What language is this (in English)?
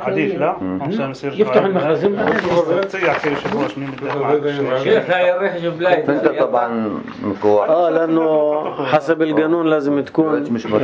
North Levantine Arabic